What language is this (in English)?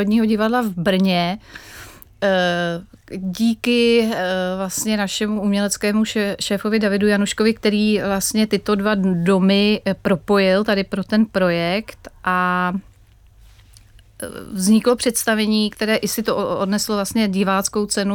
Czech